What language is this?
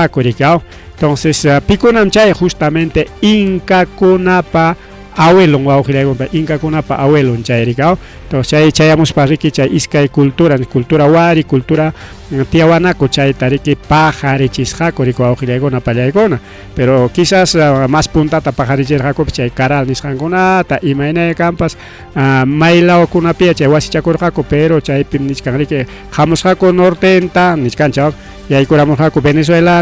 Ayacucho Quechua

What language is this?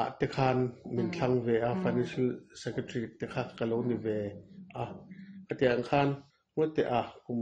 Mizo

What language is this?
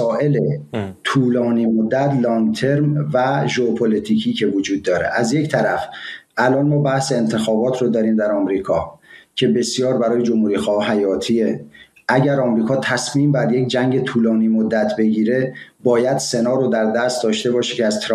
Persian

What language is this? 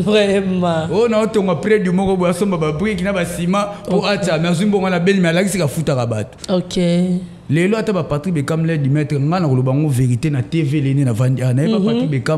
Lingala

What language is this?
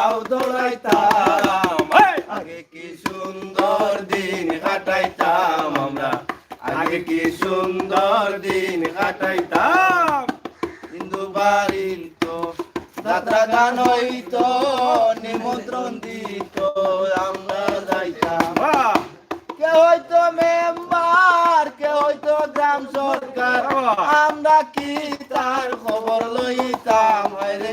Sylheti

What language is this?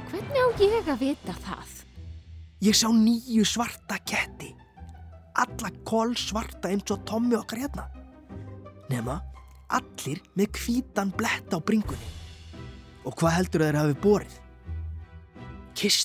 Icelandic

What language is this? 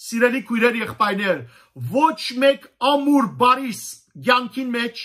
Western Armenian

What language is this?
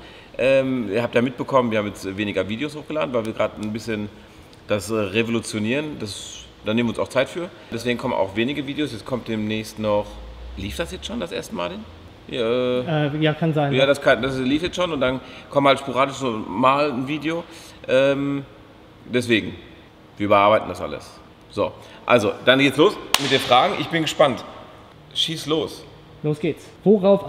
German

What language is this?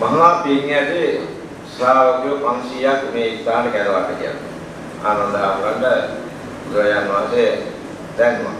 Sinhala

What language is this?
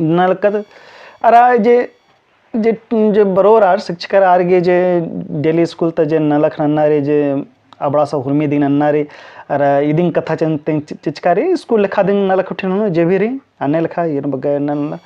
Kurukh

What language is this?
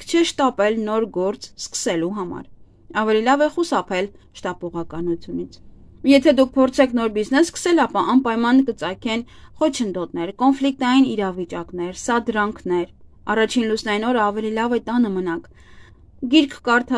Armenian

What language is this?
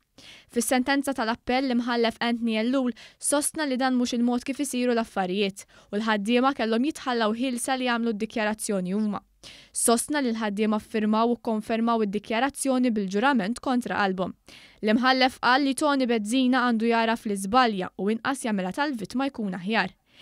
Maltese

